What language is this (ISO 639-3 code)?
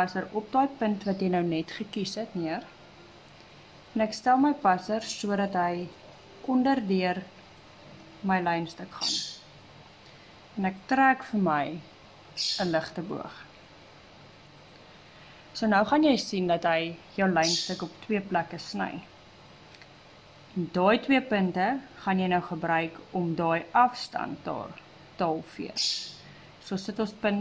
afr